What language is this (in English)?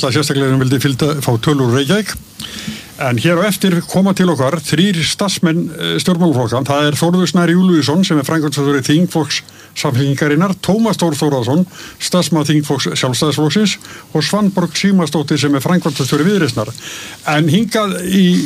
Icelandic